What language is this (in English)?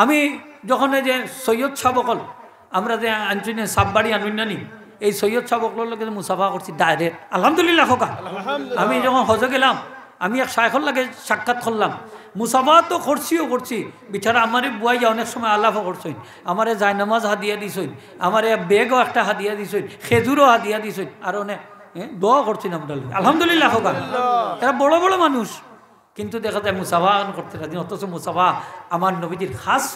Sylheti